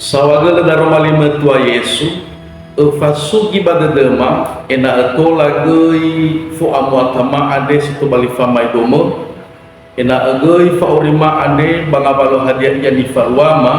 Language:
Nias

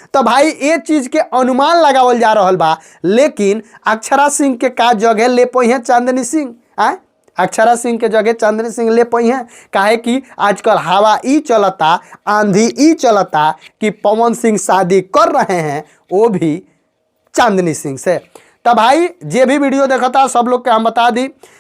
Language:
Bhojpuri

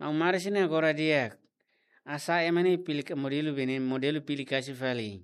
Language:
Tetum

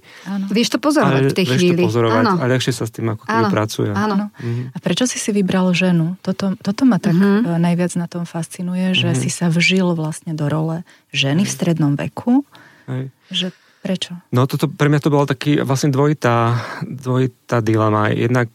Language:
Slovak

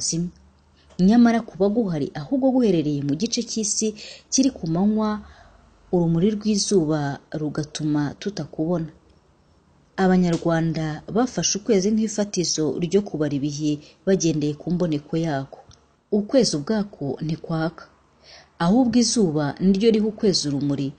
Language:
Kinyarwanda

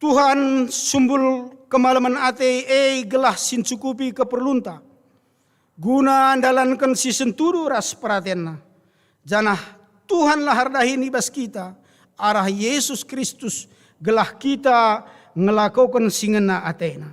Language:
Batak Karo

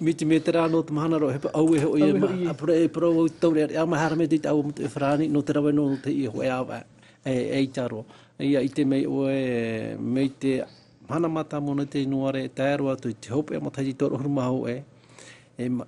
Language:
Tahitian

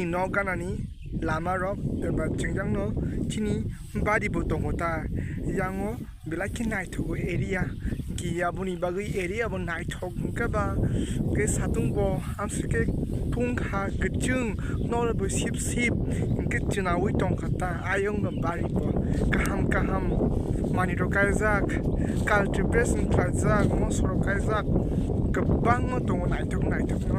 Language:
Kok Borok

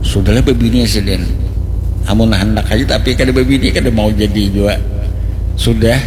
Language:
Banjar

